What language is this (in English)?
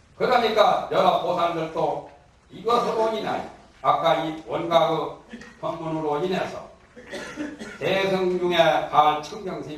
Korean